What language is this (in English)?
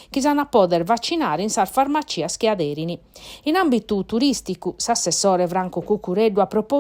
Sardinian